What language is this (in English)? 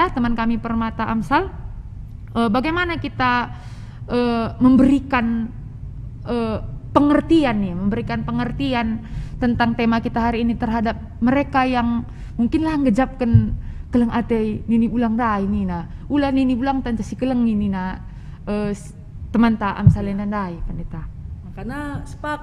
Batak Karo